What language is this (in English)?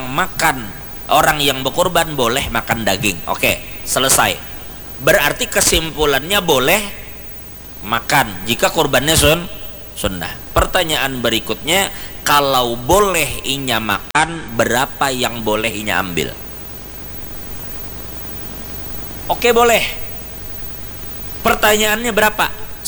Indonesian